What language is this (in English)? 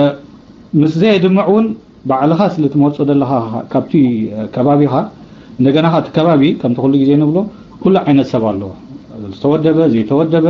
Tigrinya